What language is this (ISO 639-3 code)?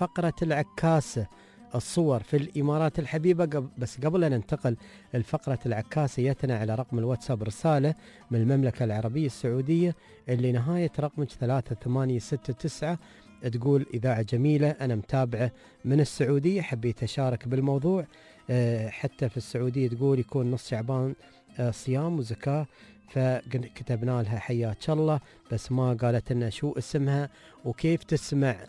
afb